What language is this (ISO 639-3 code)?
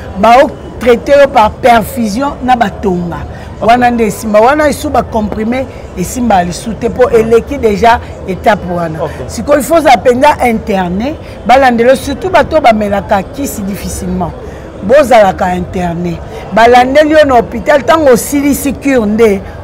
lin